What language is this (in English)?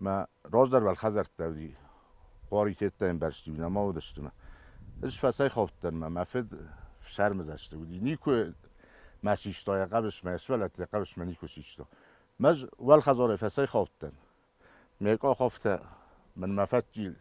Ossetic